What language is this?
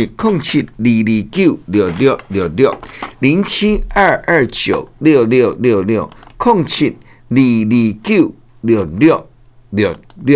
Min Nan Chinese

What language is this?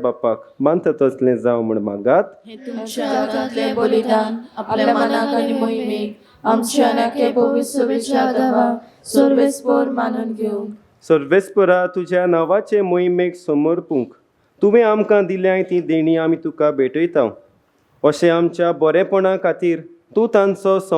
Konkani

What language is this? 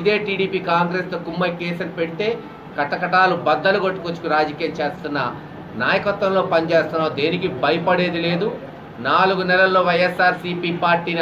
Telugu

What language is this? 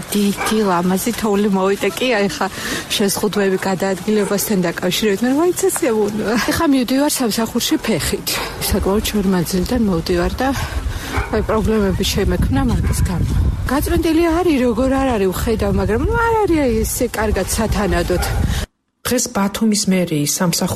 Georgian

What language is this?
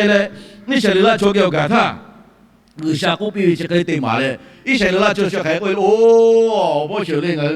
Lahu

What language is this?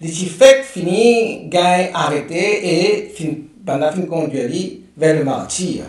Morisyen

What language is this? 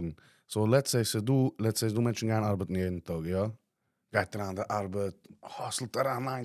Yiddish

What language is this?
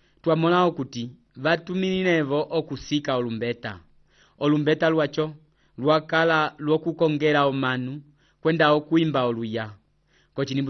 Umbundu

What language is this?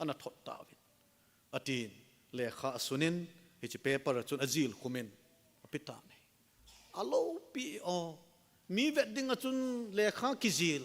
Thado Chin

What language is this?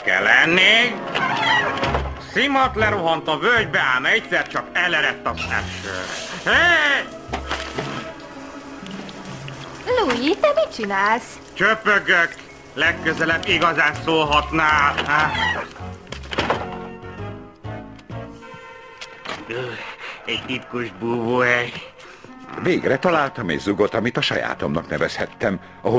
Hungarian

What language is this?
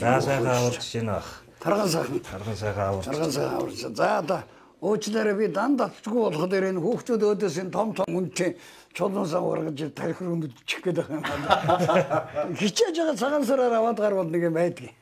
Mongolian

